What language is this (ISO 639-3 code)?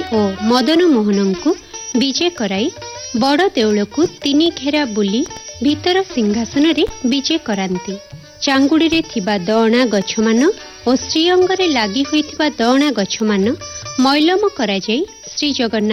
ori